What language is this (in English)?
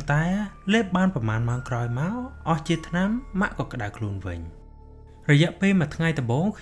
Khmer